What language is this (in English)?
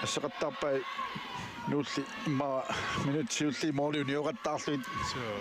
Kalaallisut